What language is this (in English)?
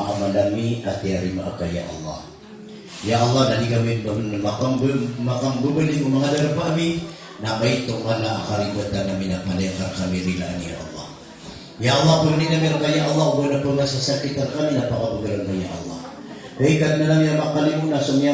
Maranao